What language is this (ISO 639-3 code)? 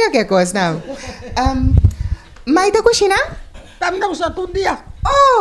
pap